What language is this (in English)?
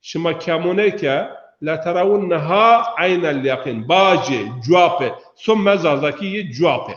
Zaza